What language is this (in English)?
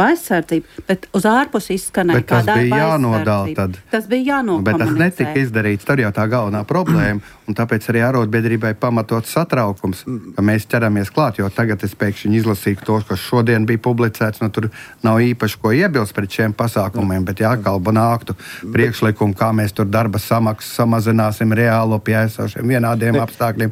Latvian